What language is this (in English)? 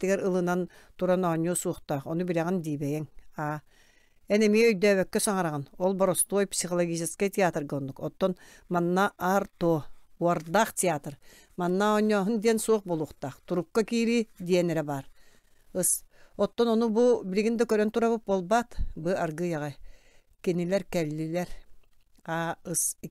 Yakut